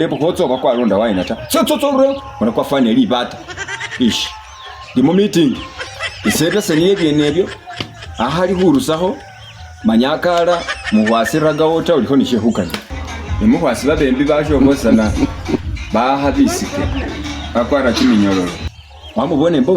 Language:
Masaaba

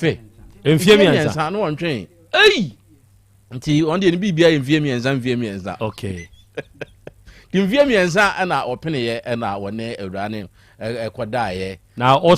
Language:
Akan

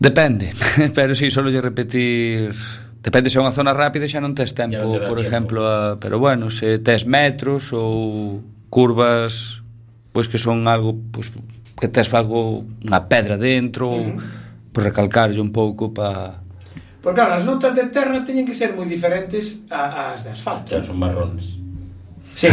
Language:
Galician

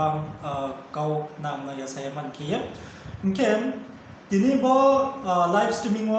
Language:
Riang (India)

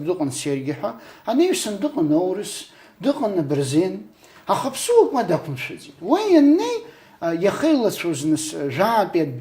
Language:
Abkhazian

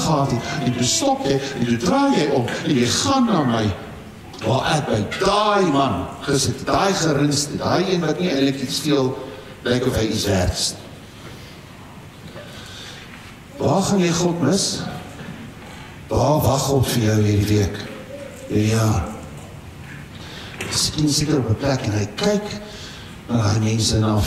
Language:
Afrikaans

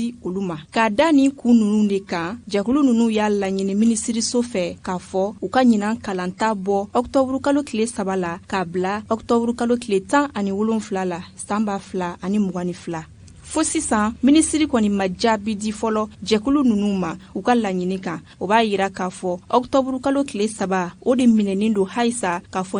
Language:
Bambara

